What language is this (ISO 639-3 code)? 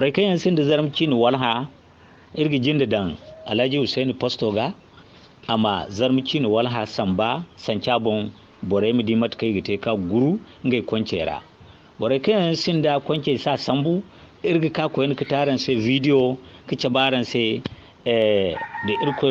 dje